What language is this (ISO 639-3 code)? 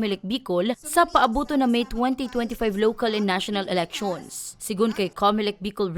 bik